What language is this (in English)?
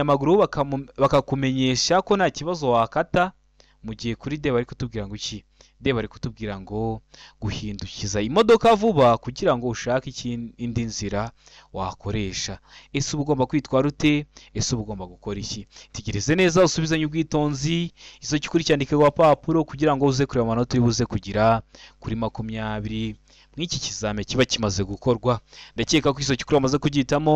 Kinyarwanda